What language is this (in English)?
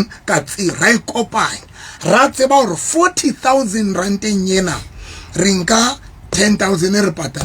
Southern Sotho